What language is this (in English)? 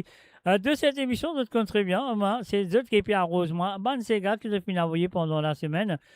Morisyen